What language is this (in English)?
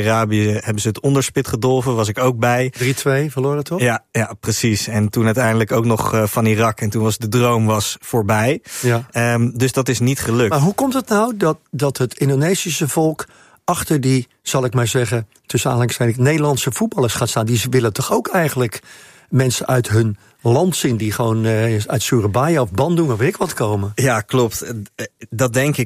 Dutch